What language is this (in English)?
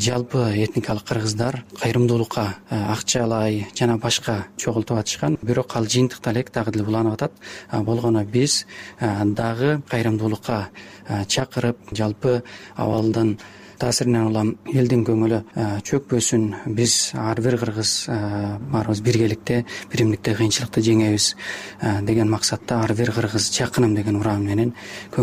Kyrgyz